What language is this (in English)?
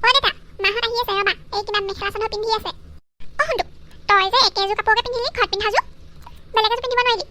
Assamese